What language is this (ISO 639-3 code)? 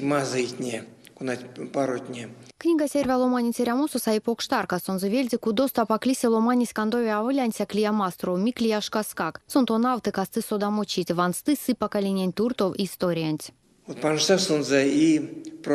myv